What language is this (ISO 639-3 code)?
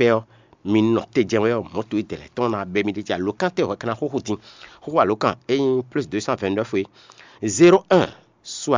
fon